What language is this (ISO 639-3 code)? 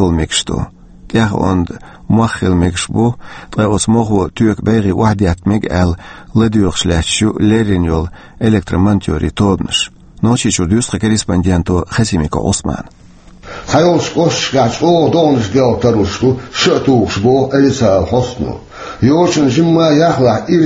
che